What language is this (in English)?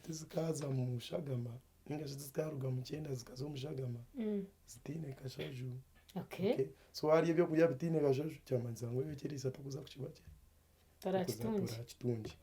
Nyankole